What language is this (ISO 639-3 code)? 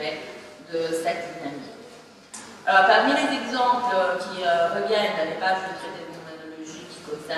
fra